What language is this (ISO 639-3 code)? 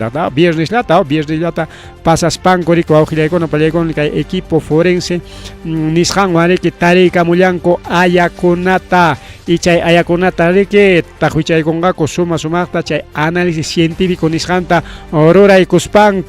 quy